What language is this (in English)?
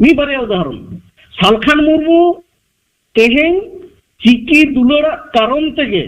Santali